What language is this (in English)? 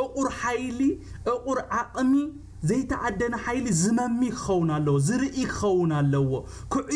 Tigrinya